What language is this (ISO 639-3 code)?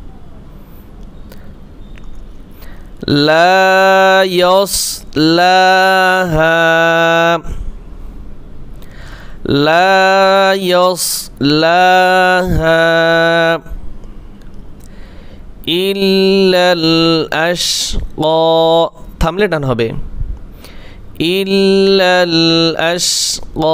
ara